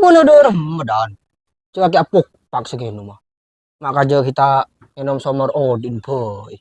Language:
Madurese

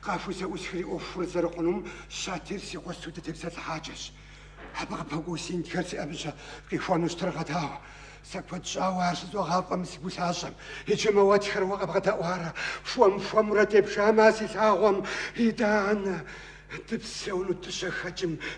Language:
Kabardian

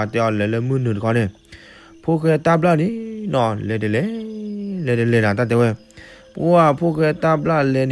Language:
S'gaw Karen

